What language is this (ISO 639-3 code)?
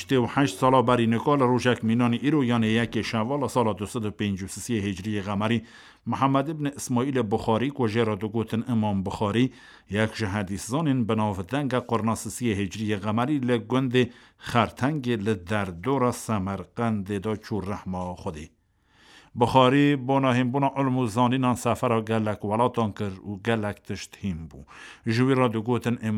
kur